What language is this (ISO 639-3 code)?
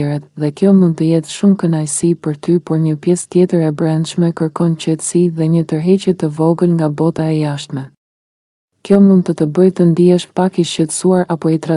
sqi